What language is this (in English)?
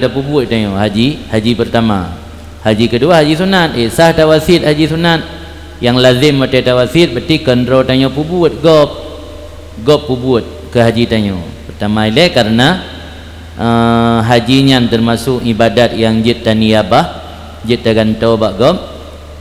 Achinese